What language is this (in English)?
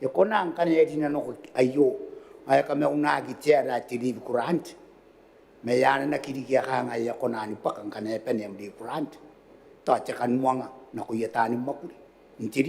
Gilbertese